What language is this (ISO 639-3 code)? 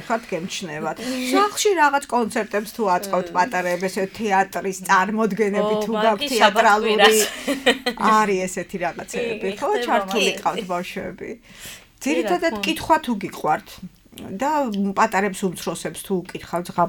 kat